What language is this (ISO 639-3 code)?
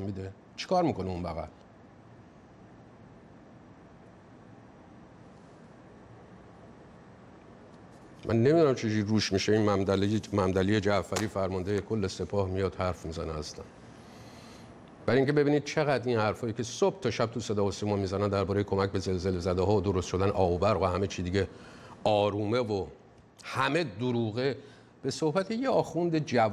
fas